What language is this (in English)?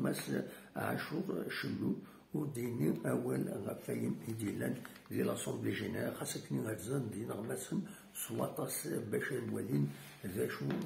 Kabyle